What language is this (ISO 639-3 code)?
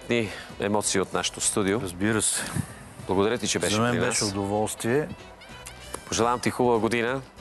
bul